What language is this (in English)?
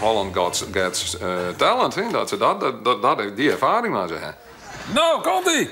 Western Frisian